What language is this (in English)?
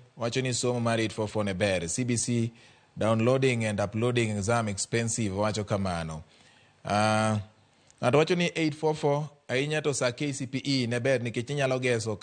Luo (Kenya and Tanzania)